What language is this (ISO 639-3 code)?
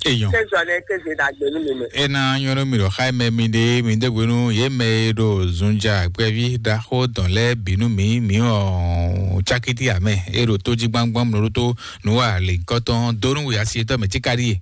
fon